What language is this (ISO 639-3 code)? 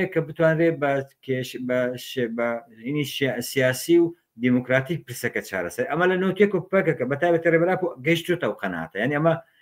ckb